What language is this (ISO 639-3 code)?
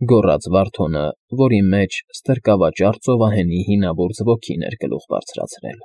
hye